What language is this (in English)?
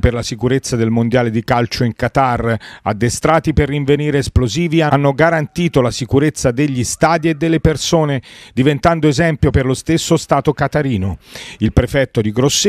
Italian